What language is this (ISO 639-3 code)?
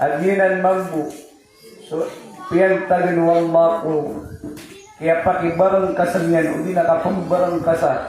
mrw